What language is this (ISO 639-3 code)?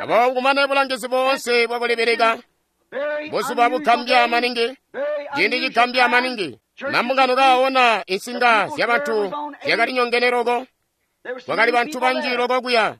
toi